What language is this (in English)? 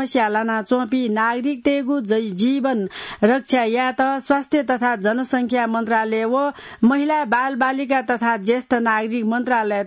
Newari